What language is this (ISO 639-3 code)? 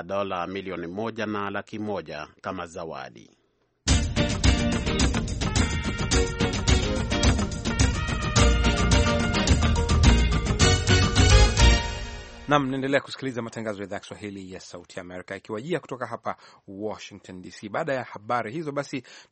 swa